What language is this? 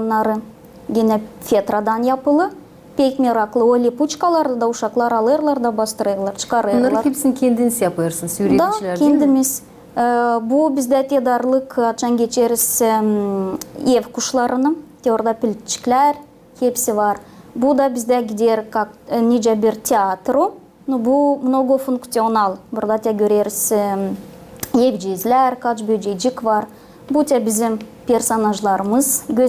Gagauz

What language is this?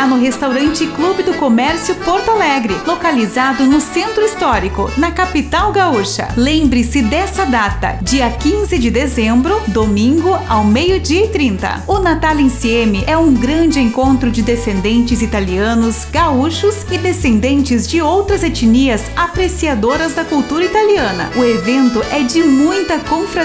Portuguese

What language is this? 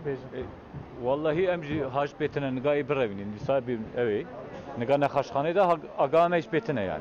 Kurdish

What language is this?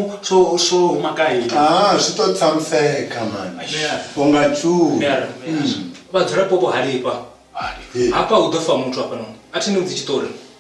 Venda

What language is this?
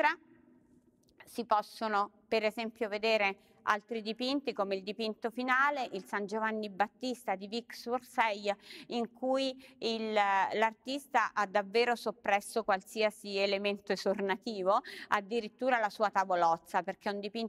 Italian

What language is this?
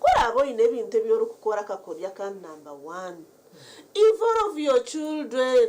Nyankole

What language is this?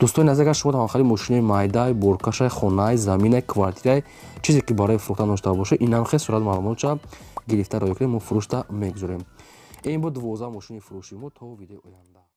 Tajik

